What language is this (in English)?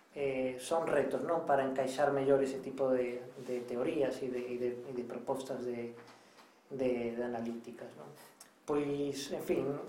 Galician